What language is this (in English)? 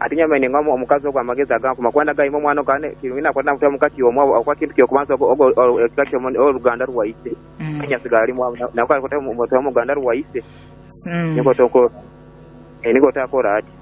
Nyoro